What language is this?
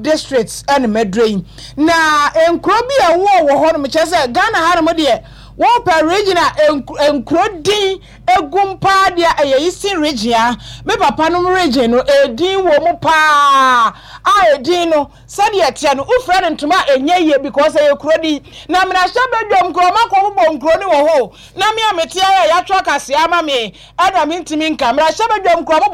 Akan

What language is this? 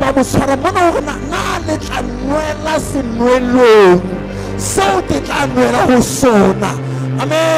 Southern Sotho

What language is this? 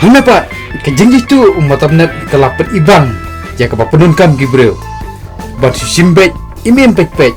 Khasi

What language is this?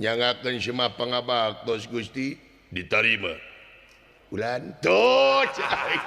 Sundanese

